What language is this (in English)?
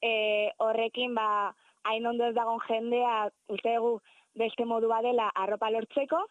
Basque